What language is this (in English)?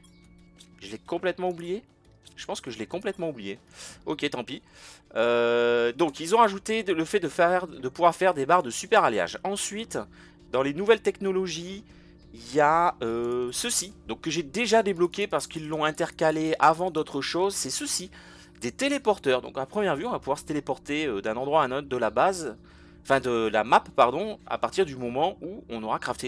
French